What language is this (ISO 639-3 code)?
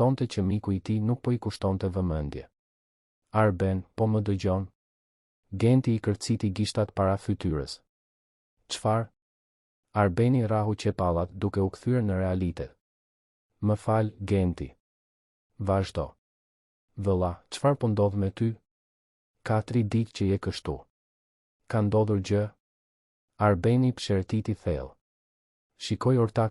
sqi